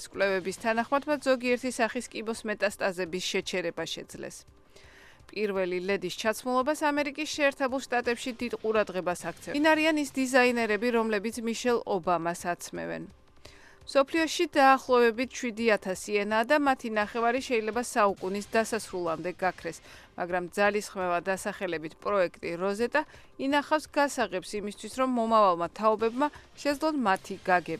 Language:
Georgian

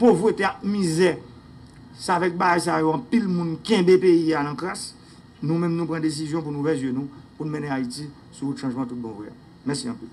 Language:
Haitian Creole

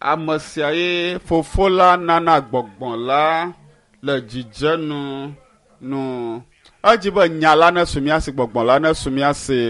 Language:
Ewe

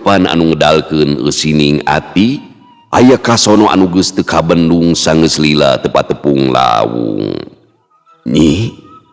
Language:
Sundanese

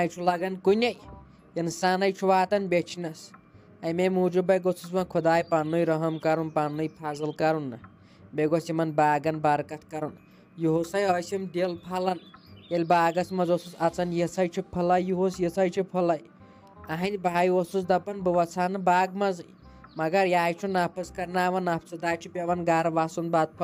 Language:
Kashmiri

